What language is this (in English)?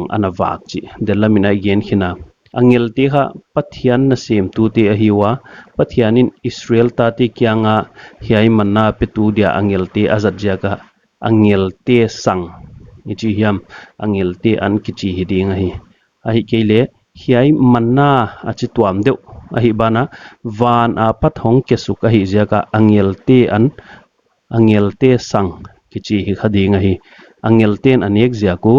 Paite Chin